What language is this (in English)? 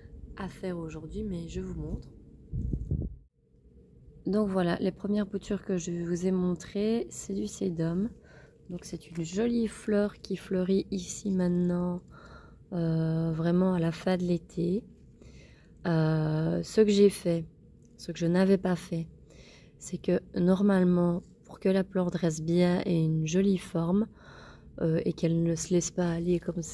French